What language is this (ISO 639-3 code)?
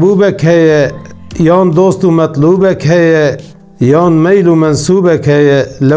kur